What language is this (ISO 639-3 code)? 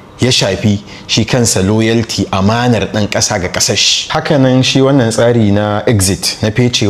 hau